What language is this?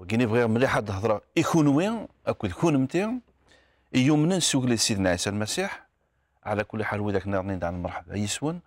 Kabyle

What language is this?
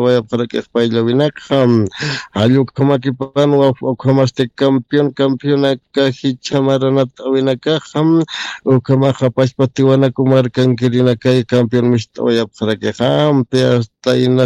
Aymara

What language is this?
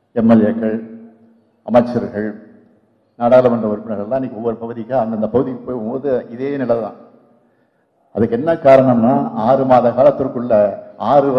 Tamil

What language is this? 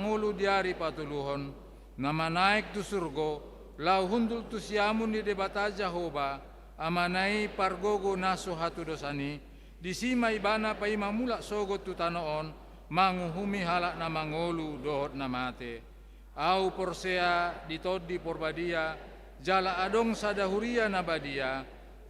Batak Toba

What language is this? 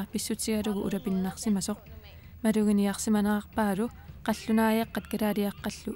Kalaallisut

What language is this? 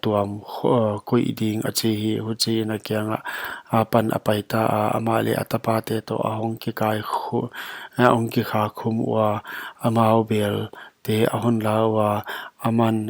Paite Chin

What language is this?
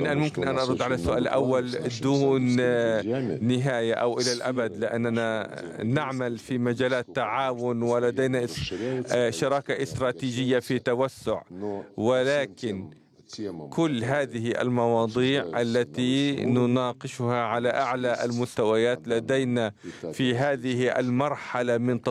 Arabic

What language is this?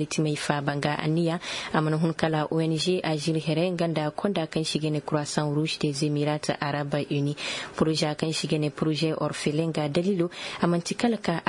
Koyraboro Senni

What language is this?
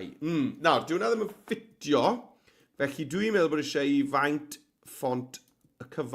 Welsh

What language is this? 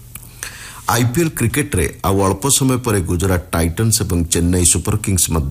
Odia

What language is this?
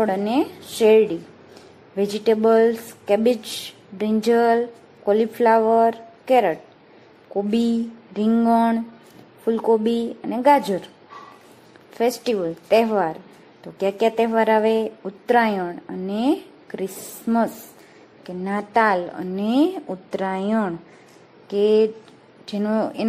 Gujarati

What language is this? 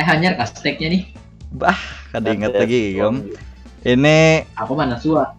Banjar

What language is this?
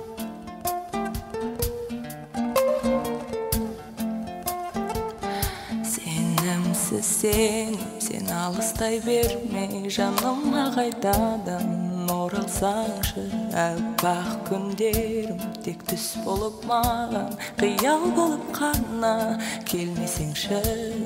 Kazakh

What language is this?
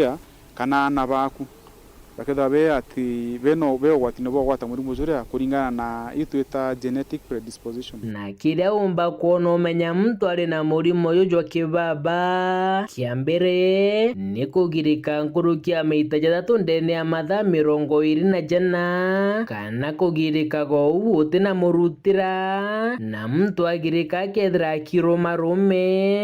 Meru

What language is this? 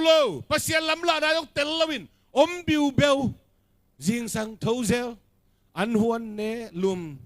Tedim Chin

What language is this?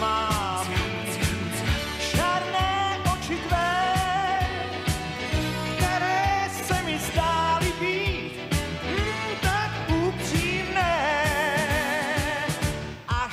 Czech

